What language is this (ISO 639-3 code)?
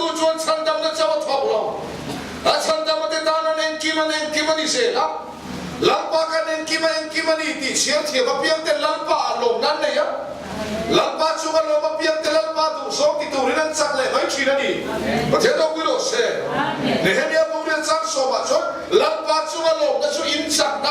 lus